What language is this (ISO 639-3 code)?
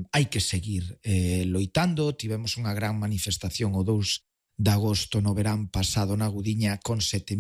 glg